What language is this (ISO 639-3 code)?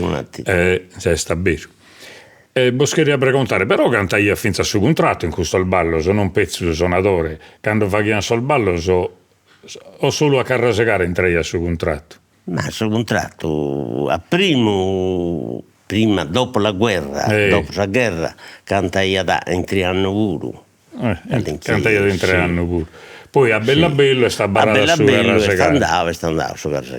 srd